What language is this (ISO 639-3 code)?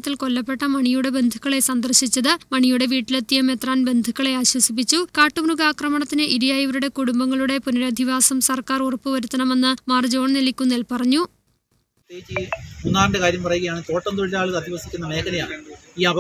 mal